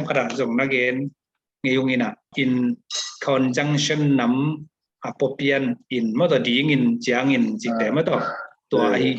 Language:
Tedim Chin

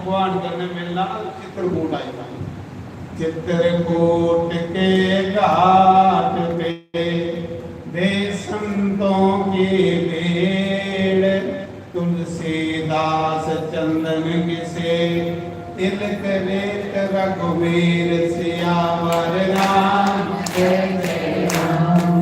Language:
Dogri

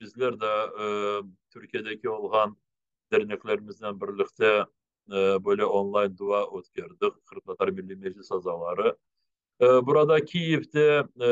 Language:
Crimean Tatar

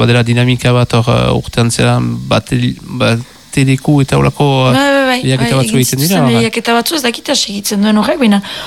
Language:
Basque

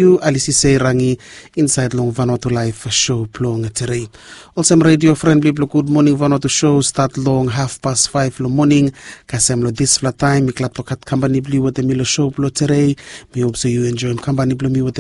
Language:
Bislama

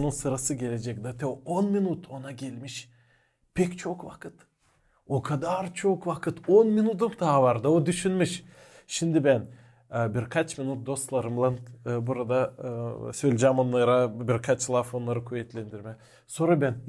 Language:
Gagauz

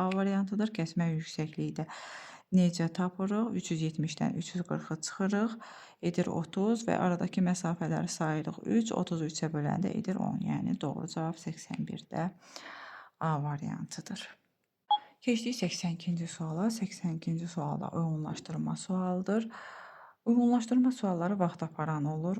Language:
Azerbaijani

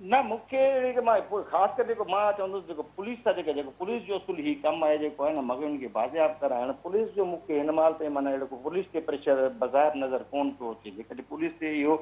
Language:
Sindhi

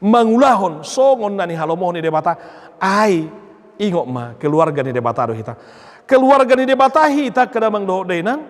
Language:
Batak Toba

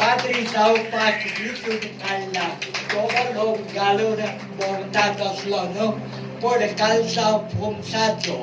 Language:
Konkani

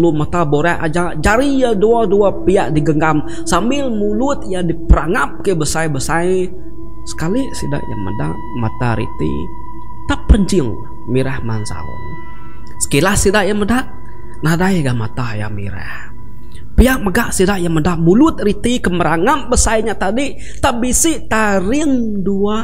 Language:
Iban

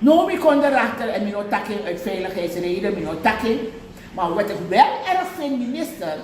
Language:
Sranan Tongo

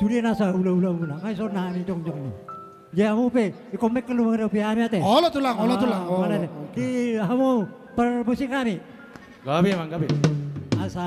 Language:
Batak Toba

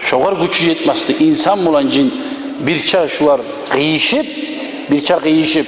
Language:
Kumyk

